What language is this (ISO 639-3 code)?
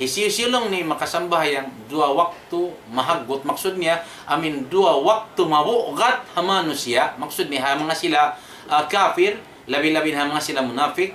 tsg